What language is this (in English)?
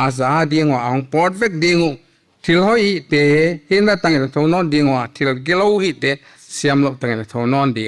Paite Chin